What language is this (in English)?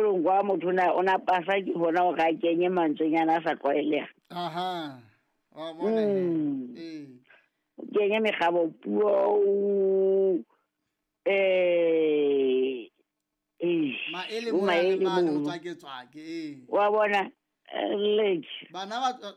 Southern Sotho